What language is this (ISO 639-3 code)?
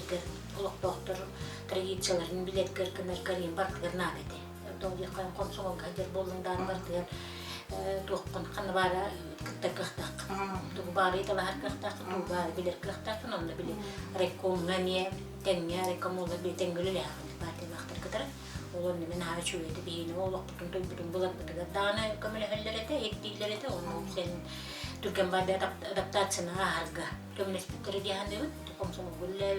sah